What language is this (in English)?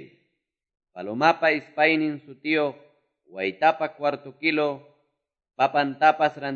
Quechua